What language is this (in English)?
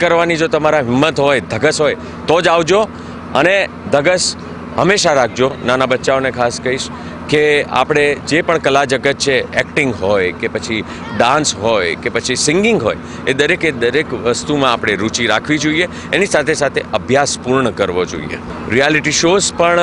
Gujarati